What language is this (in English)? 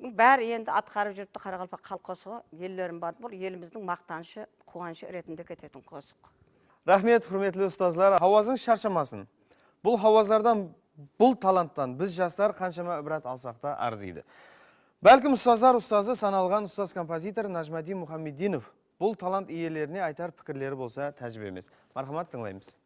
Kara-Kalpak